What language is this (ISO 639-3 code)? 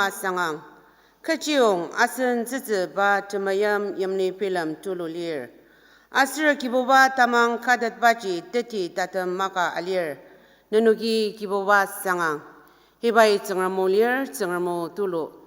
njo